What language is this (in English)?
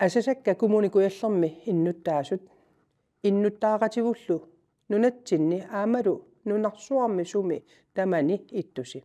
Kalaallisut